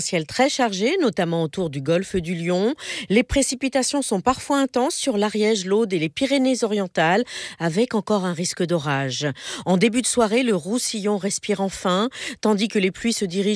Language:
French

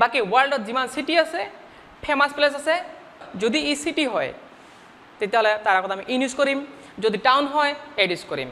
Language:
Assamese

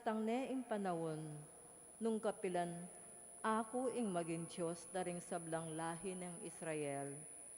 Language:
Pampanga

